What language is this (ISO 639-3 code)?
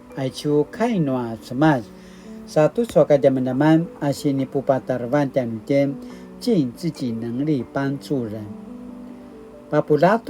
pwn